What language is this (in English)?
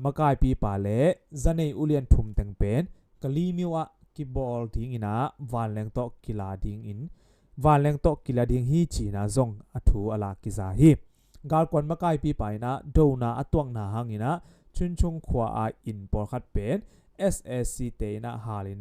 Tedim Chin